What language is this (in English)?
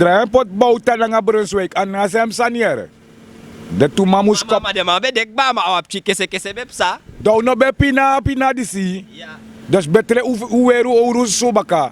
Sranan Tongo